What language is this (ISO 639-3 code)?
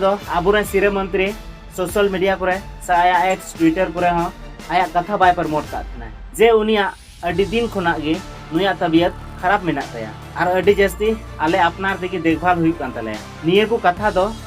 sat